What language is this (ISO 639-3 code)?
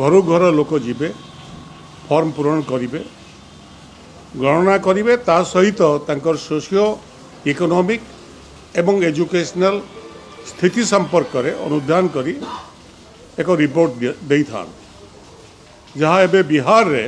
ori